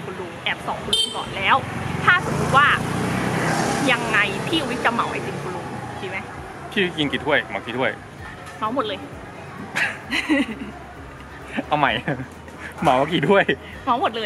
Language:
Thai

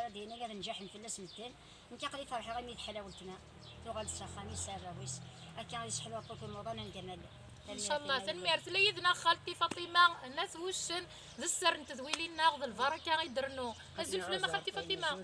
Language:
Kabyle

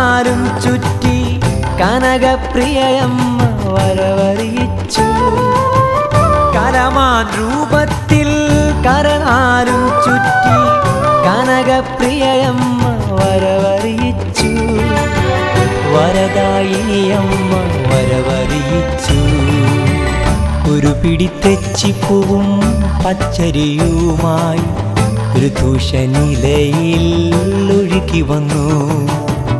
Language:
Malayalam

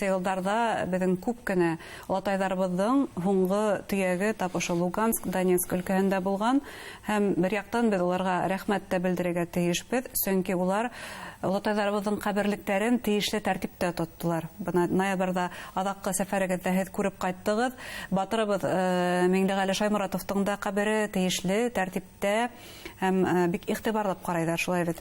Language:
Bashkir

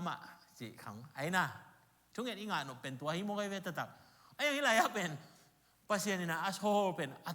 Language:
Tedim Chin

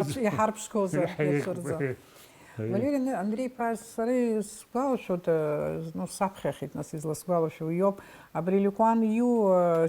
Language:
Abkhazian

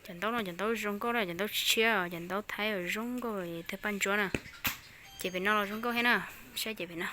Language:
Hmong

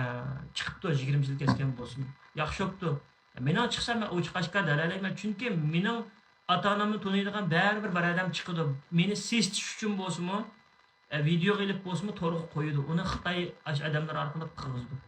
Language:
Uyghur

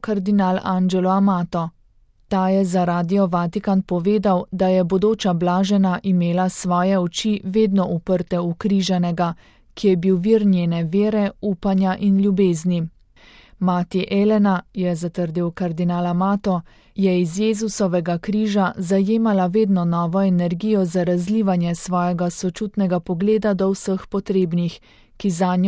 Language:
Slovenian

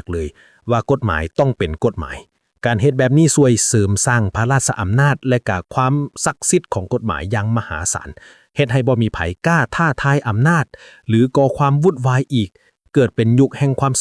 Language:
Lao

